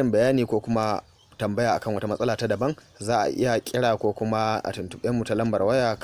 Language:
Hausa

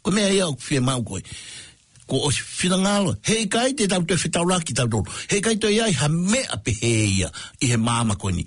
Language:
Tongan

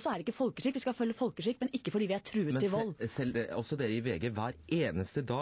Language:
Norwegian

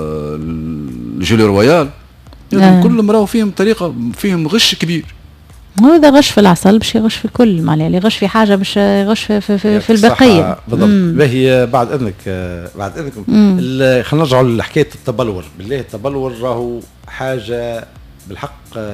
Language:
Tunisian Arabic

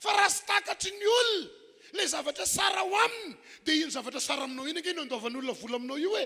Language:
Malagasy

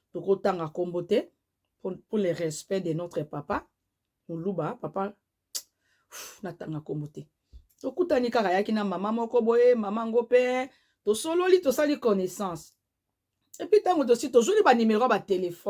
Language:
Lingala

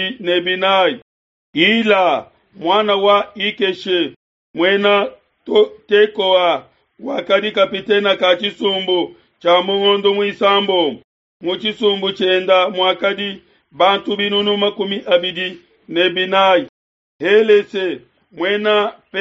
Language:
Luba-Lulua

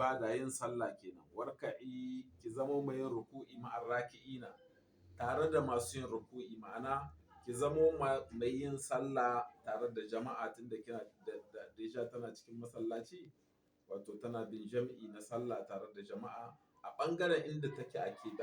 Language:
Hausa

